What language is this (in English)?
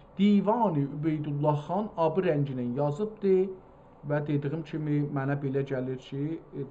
South Azerbaijani